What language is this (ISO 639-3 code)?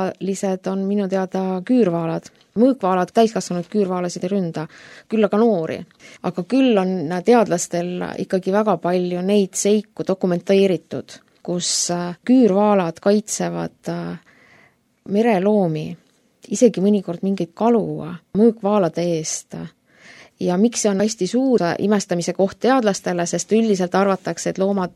est